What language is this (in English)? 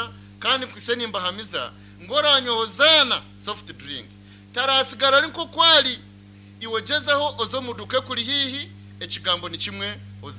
Nyankole